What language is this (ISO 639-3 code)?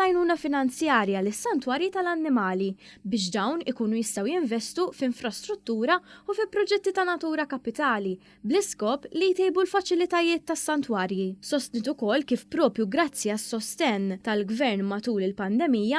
mlt